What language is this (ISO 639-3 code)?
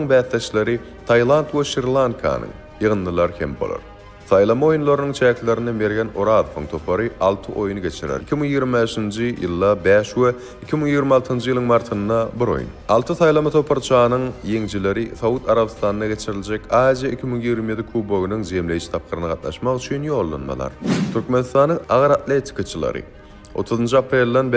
tuk